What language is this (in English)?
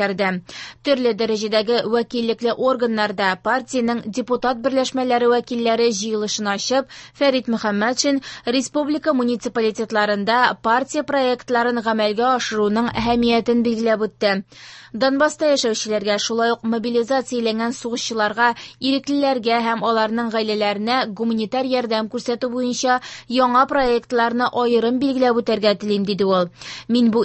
Tatar